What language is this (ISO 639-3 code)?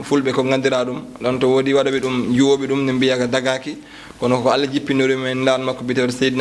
ful